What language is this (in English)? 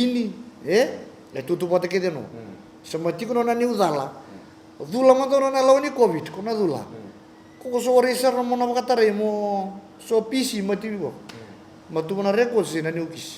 Fijian